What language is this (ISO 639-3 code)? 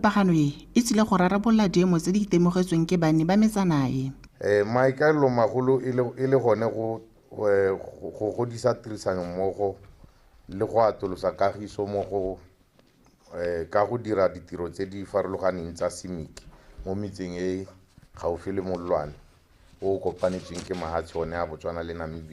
tsn